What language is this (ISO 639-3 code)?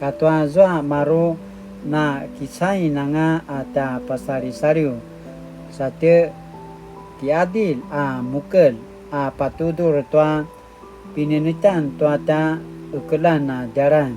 pwn